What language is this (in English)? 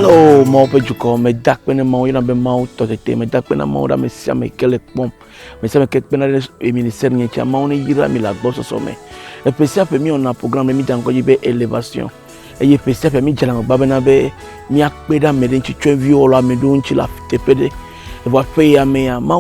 Ewe